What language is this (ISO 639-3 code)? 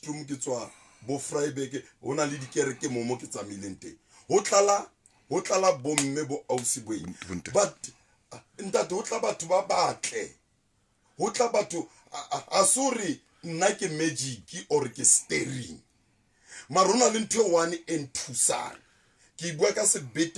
sot